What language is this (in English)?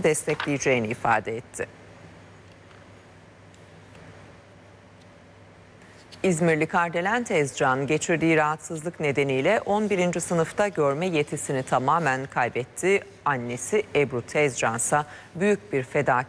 Turkish